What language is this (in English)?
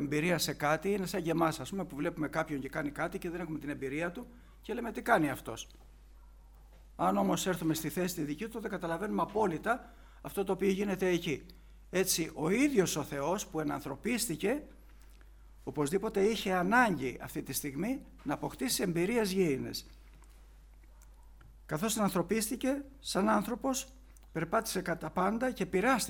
Greek